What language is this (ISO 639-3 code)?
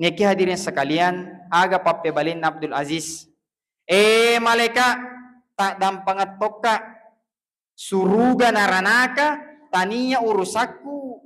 bug